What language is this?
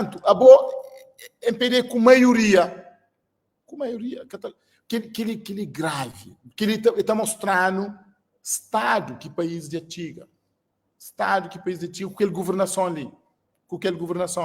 Kabuverdianu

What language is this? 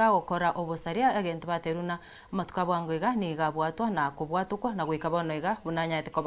Gusii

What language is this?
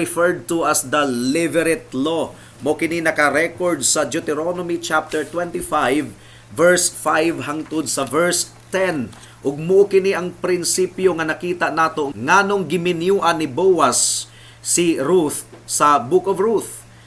Cebuano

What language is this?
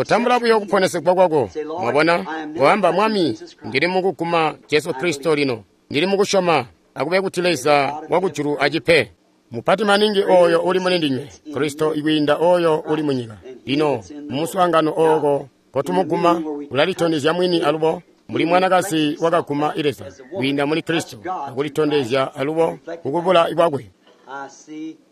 Tonga (Zambia)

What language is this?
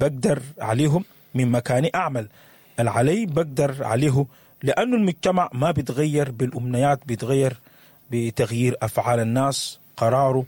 Sudanese Arabic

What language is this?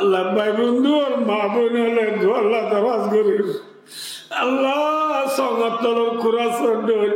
Rohingya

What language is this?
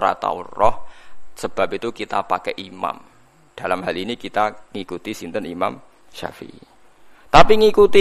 Javanese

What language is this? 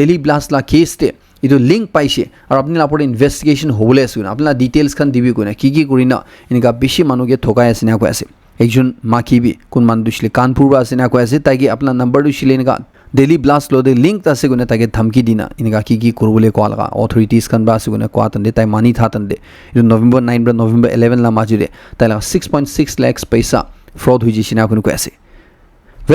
Naga Pidgin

